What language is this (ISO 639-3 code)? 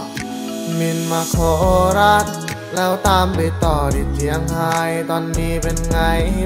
tha